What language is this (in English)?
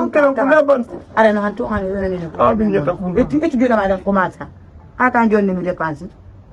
Fula